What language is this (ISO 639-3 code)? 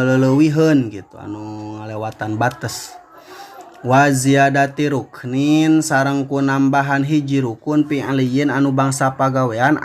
sun